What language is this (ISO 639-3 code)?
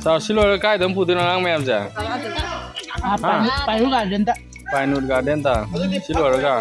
mni